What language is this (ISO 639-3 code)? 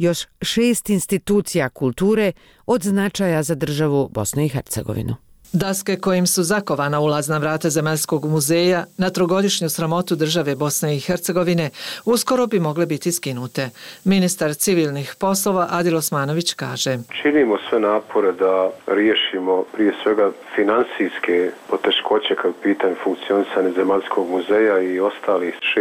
bos